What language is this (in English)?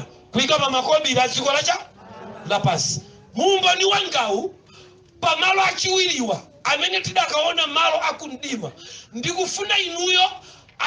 Nyanja